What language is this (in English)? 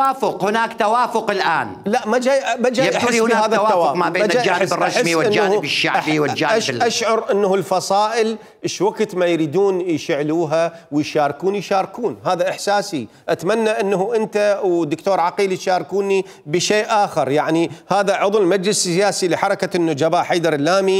Mesopotamian Arabic